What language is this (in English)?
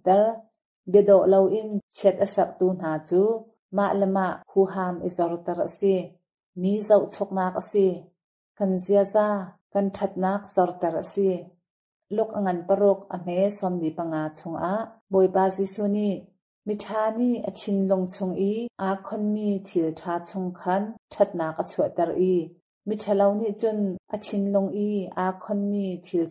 Hakha Chin